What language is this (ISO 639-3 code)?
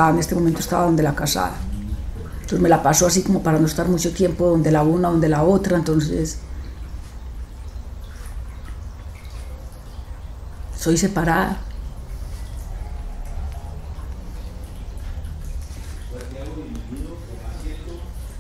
spa